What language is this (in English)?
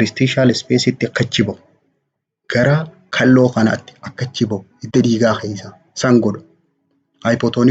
Oromo